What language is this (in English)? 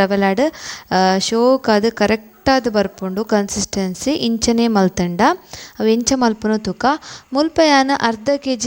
Tulu